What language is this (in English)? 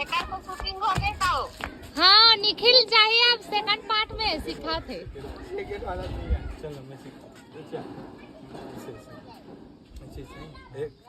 Chhattisgarhi